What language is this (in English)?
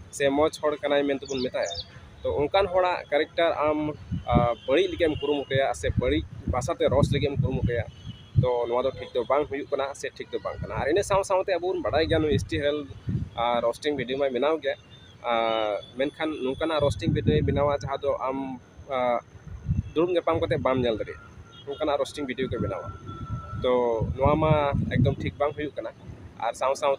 Santali